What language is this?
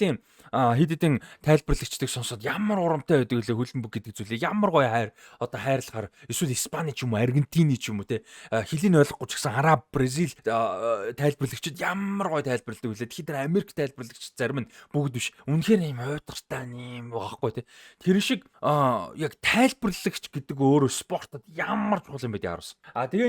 Mongolian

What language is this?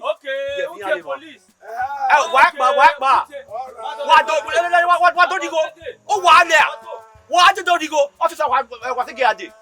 Bini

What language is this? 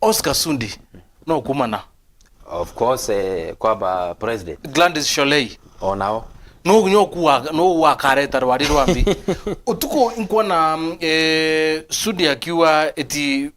Meru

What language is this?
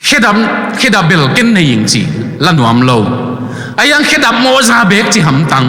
Tedim Chin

